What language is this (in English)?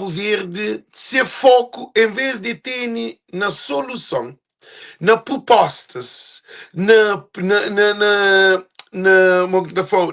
Kabuverdianu